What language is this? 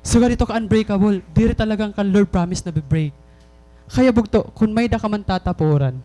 Waray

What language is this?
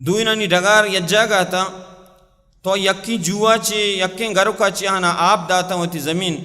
Baluchi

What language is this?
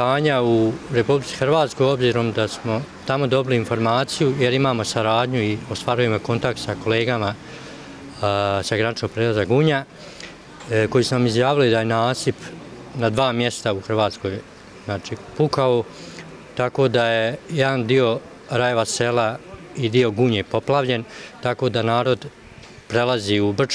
Bosnian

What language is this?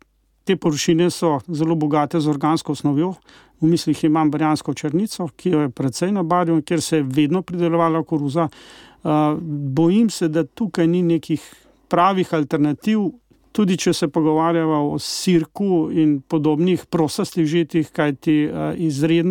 Slovenian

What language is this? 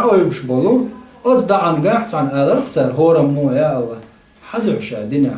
Chechen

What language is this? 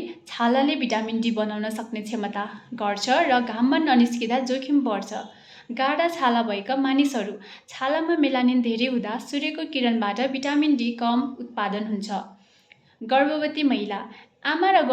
Nepali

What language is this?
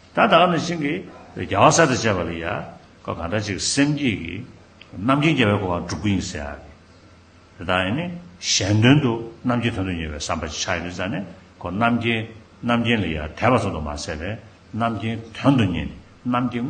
Tibetan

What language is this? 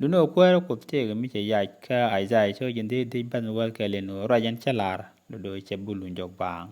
Nuer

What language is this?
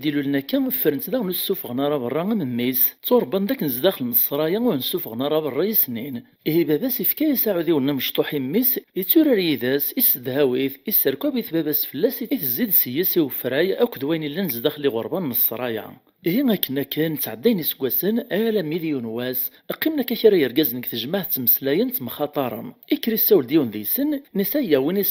Kabyle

